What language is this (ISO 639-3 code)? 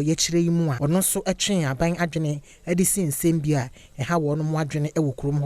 aka